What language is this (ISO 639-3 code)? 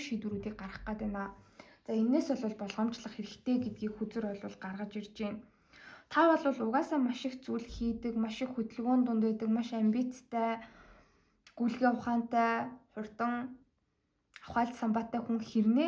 mon